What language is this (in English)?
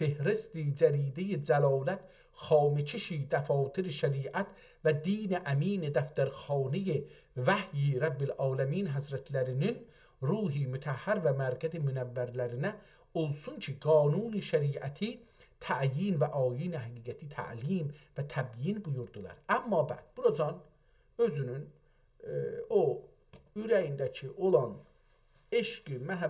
South Azerbaijani